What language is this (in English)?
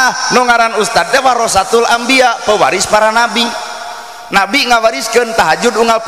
Sundanese